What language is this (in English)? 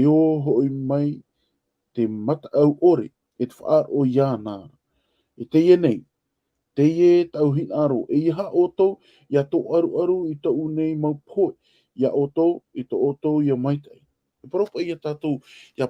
Tahitian